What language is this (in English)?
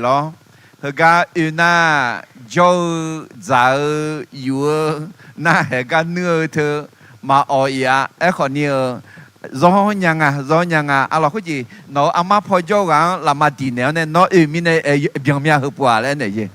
Akha